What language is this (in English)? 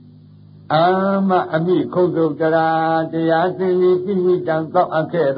Burmese